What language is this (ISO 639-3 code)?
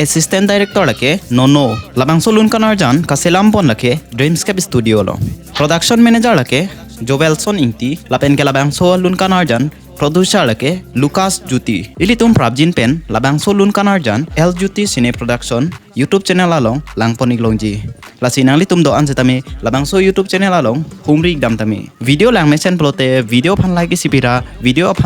mjw